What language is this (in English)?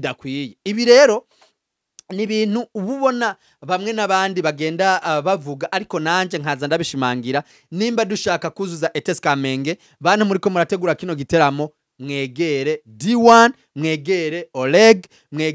Rundi